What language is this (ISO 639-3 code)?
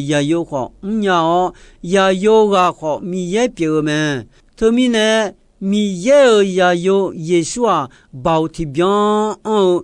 ahk